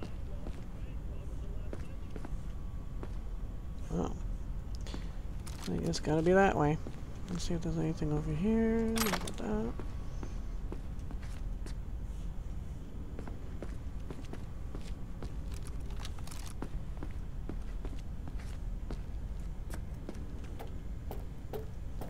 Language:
English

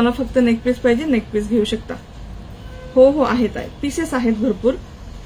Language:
Marathi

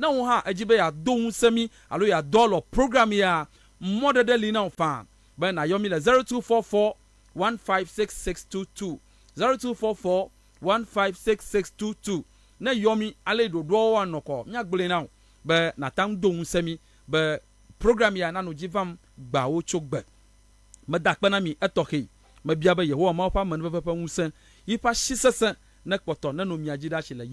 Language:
Ewe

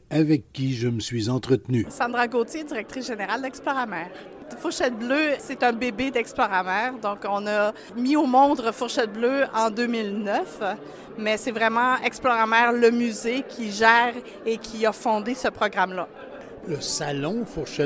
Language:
French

